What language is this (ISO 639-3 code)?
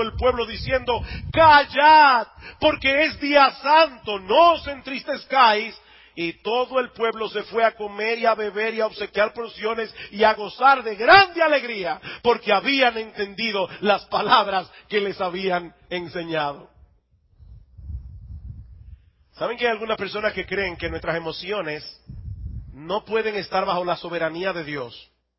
spa